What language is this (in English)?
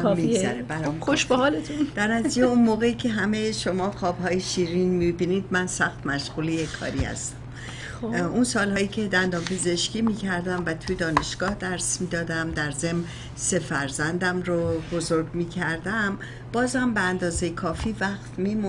Persian